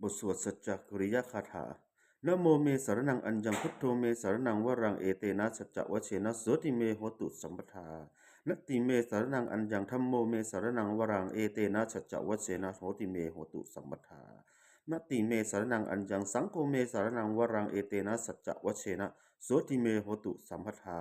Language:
Pali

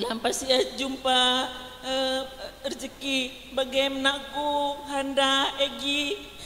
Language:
Batak Karo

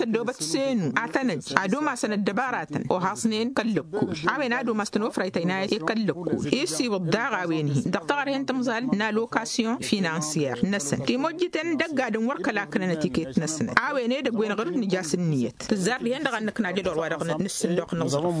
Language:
Tamasheq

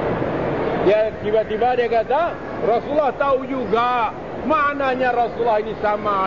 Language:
Malay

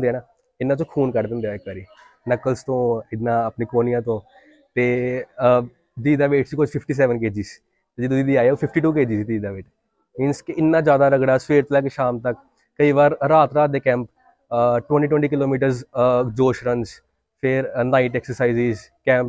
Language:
Punjabi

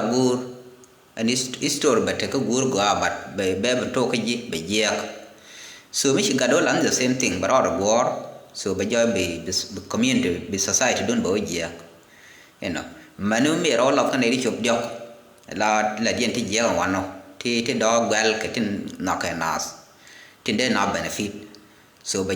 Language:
Nuer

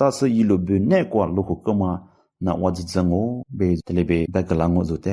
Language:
Lisu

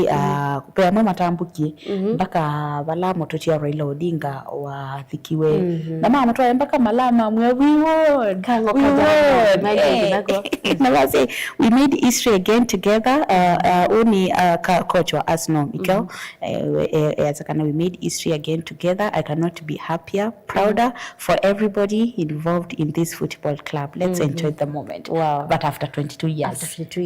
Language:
Kamba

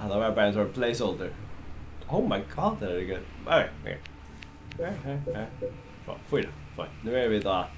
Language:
Faroese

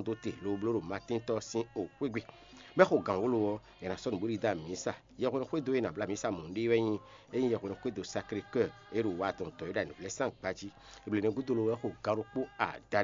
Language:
Fon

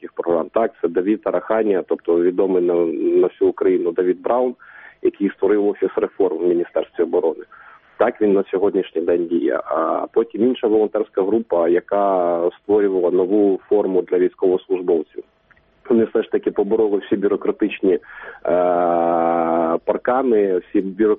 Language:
Ukrainian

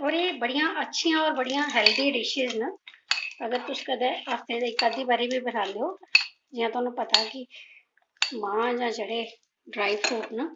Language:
Dogri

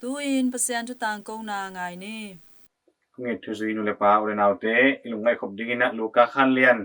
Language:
Tedim Chin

